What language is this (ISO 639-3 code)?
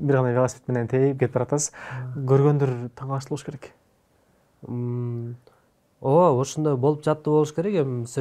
kir